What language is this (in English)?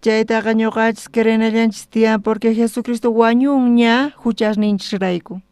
South Bolivian Quechua